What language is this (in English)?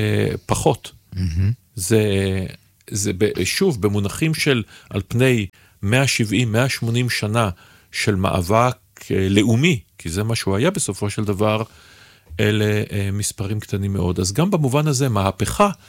Hebrew